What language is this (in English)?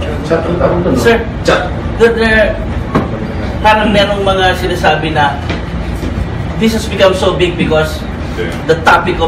Filipino